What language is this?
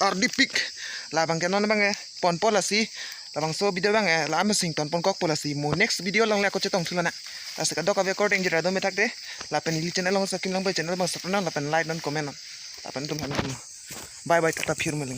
Karbi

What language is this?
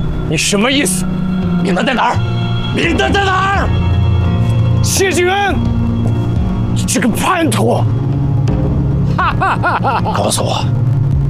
Chinese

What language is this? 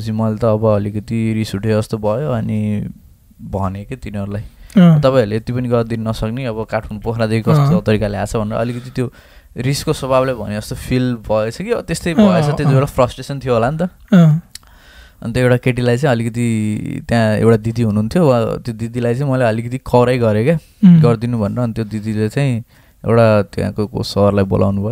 Nepali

